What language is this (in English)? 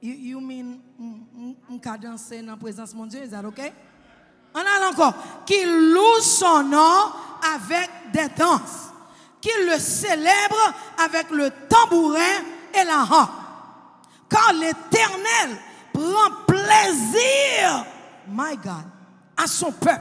Haitian Creole